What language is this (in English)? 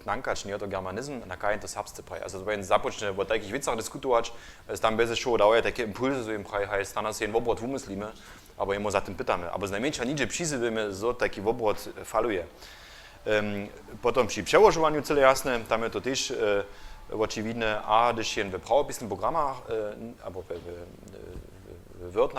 Upper Sorbian